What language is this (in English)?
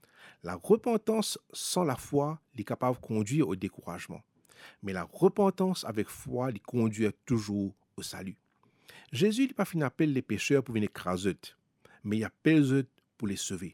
Morisyen